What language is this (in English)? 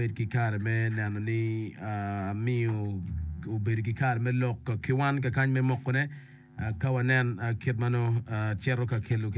Acoli